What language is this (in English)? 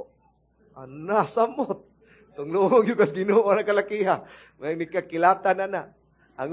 Cebuano